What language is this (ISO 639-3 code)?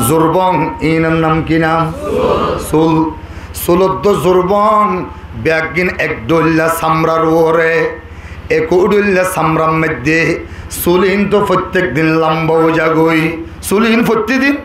rhg